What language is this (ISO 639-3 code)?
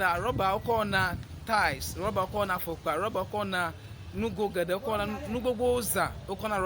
ewe